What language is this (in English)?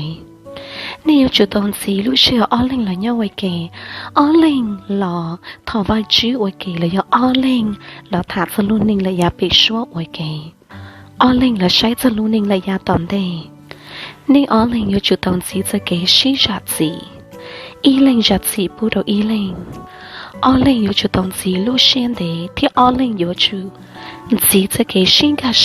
Hmong